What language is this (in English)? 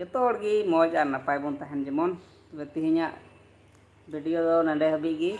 Santali